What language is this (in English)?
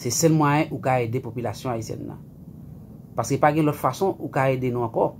Haitian Creole